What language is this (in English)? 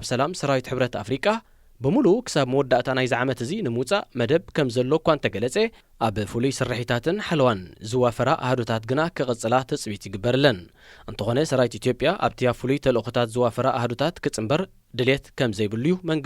Tigrinya